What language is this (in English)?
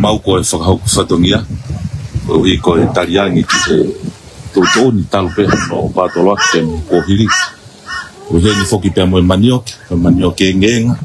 Tongan